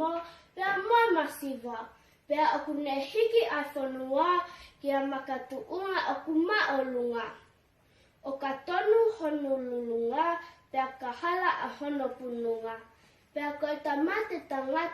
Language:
Tongan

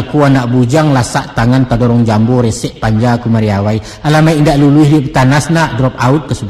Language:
Minangkabau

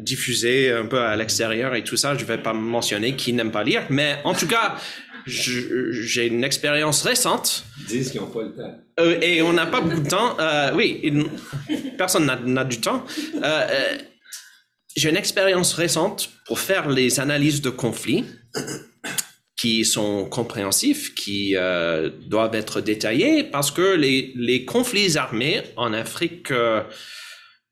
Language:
French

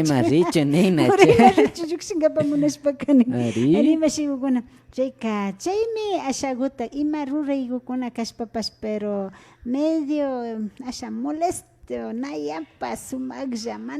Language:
Imbabura Highland Quichua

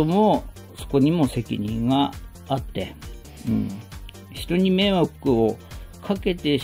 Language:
Japanese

